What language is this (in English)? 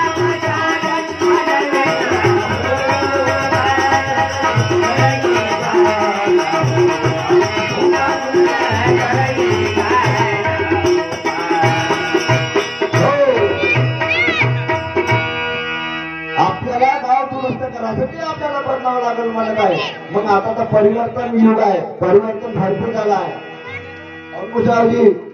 Marathi